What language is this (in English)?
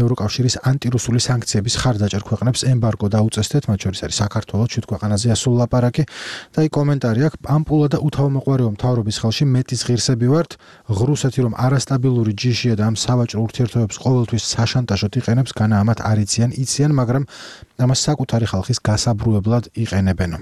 Georgian